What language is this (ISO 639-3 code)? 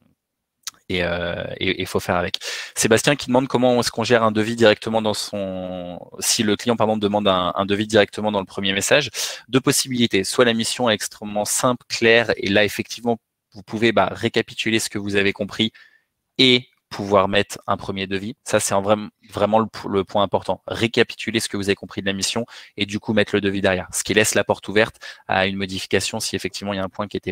fra